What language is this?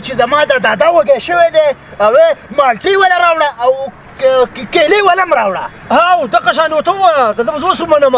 Pashto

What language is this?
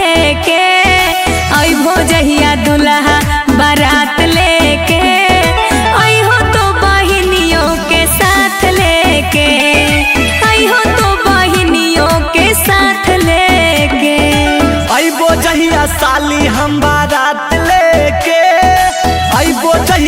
Magahi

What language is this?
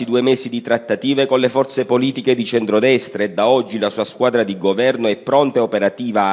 Italian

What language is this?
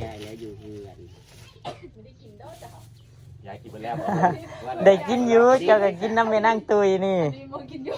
Northeastern Thai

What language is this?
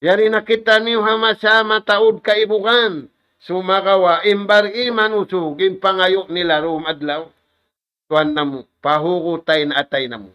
Tausug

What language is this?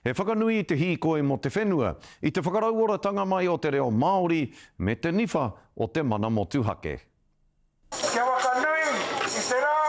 Māori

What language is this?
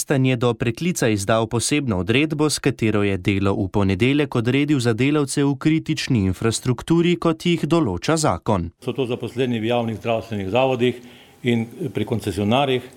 Slovenian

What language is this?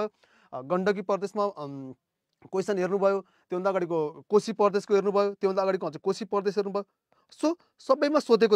Nepali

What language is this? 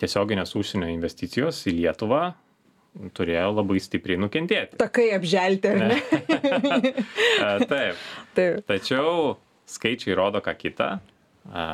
Lithuanian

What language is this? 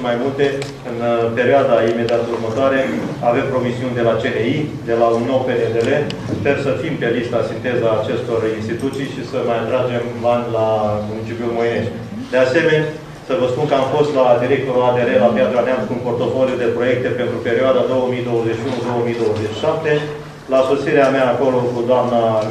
Romanian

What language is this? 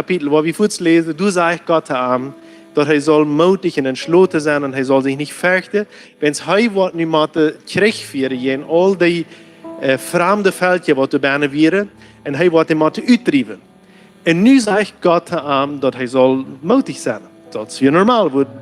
Plautdietsch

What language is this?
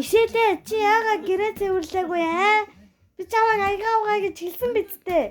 Mongolian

